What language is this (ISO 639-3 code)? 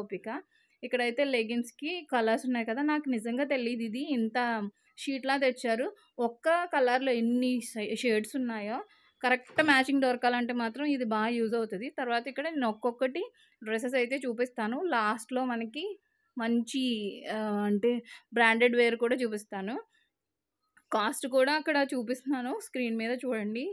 tel